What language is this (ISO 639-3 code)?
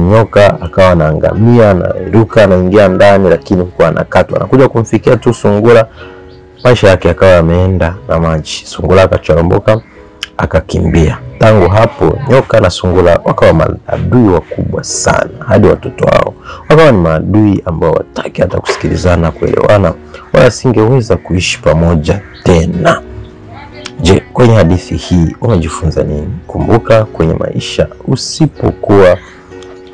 swa